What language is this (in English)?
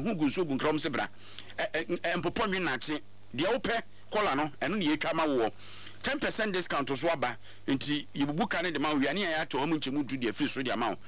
Akan